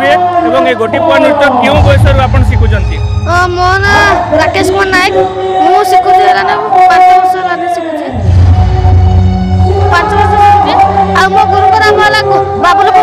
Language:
Odia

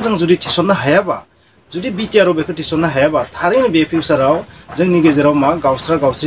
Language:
Bodo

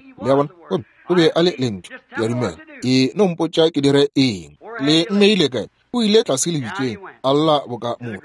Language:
Northern Sotho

